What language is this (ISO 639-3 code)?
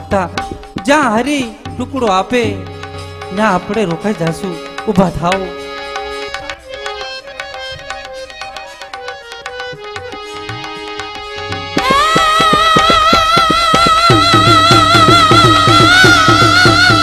guj